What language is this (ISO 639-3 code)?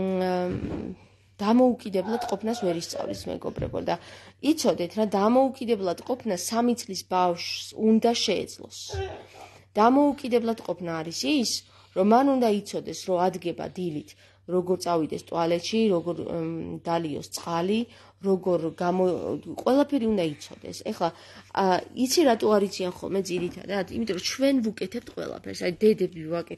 kat